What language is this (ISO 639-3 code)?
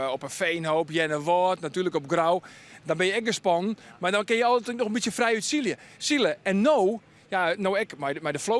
fry